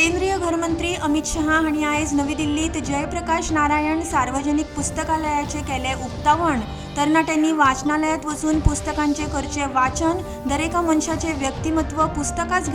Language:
Konkani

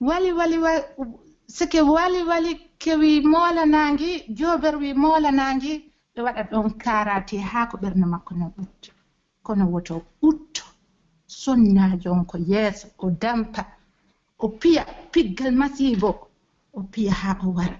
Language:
Pular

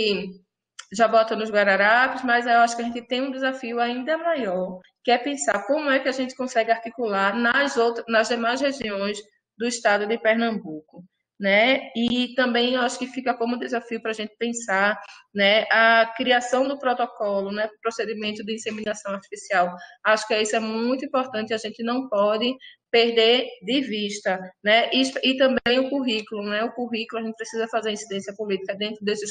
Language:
Portuguese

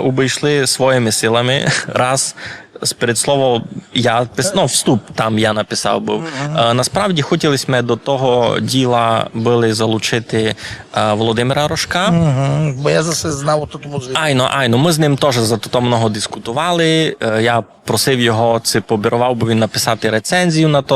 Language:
Rusyn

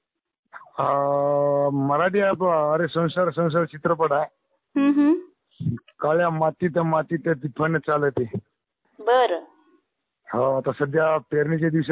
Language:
Marathi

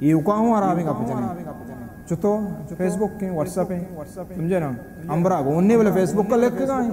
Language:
Baluchi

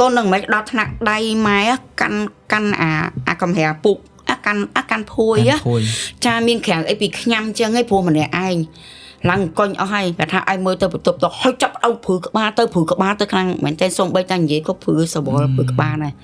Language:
Khmer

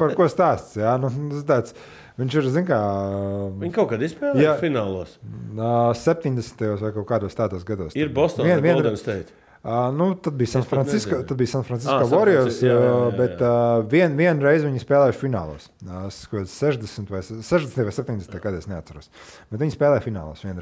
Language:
Latvian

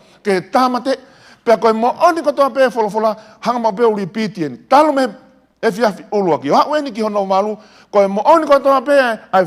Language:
Tongan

